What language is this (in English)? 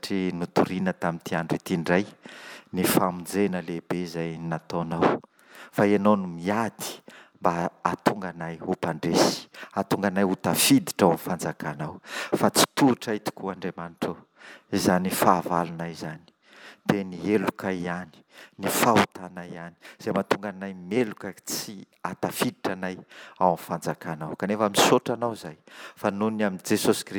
Malagasy